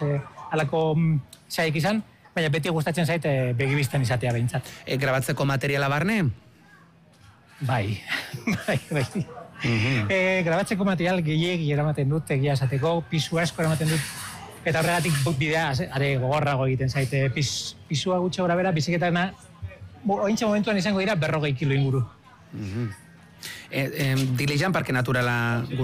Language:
Basque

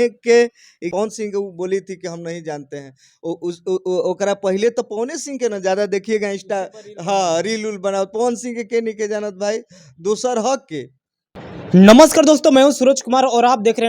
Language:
Bhojpuri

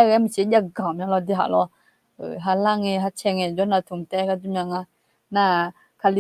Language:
Akha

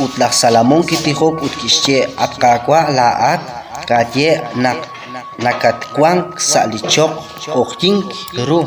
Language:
Kekchí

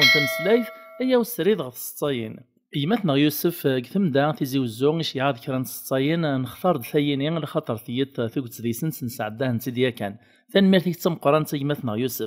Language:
Kabyle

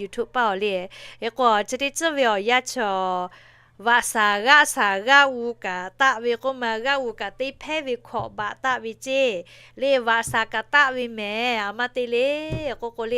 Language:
Lahu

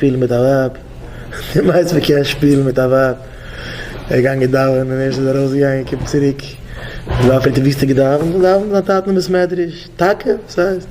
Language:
Yiddish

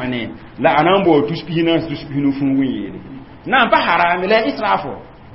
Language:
Mossi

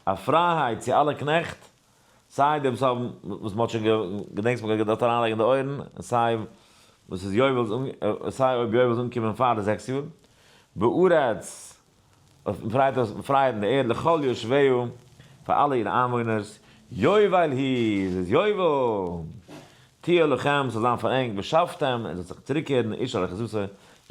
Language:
Yiddish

